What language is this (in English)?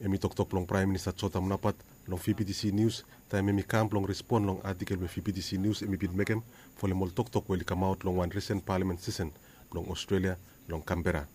Bislama